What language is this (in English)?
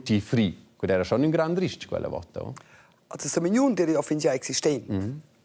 Romansh